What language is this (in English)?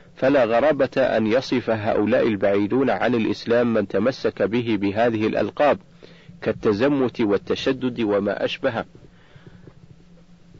Arabic